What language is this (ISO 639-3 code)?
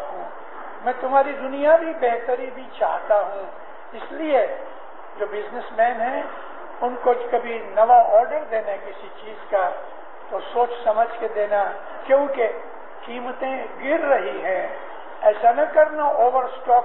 urd